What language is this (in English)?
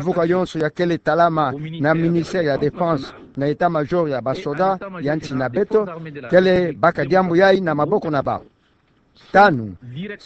Kituba (Democratic Republic of Congo)